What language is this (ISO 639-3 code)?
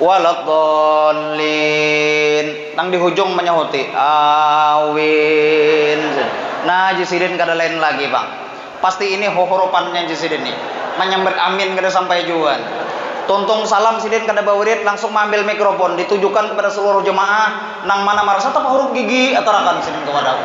bjn